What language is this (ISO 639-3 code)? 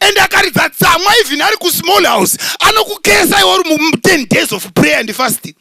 sna